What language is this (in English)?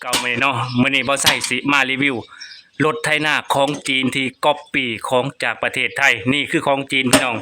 Lao